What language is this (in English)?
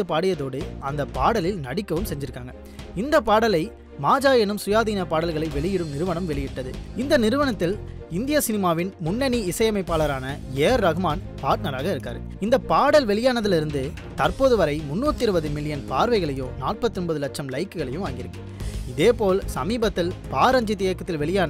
Tamil